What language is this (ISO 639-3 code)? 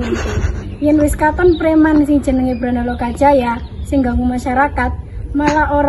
jav